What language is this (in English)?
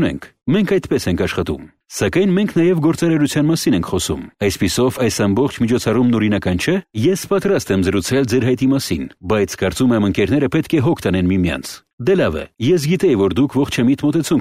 Armenian